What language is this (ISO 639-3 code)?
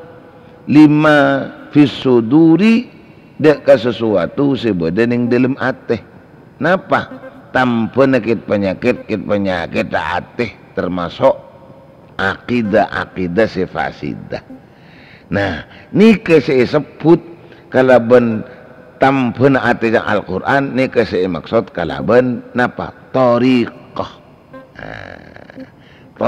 mad